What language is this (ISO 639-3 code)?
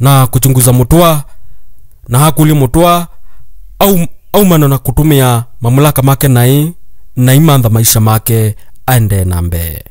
kam